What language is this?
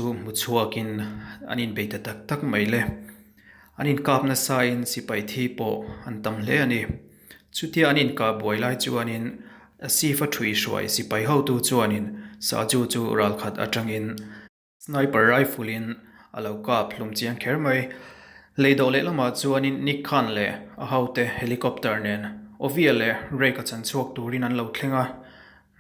Mizo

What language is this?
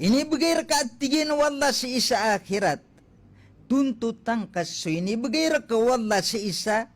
Maranao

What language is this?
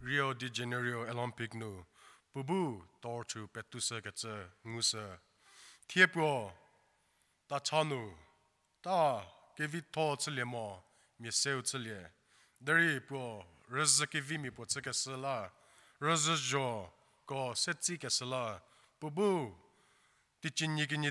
Angami Naga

